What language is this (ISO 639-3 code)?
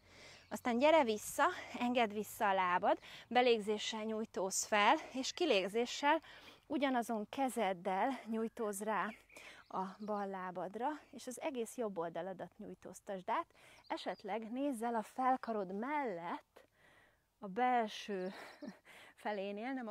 hun